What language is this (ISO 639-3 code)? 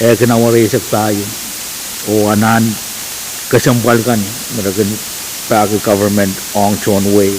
pon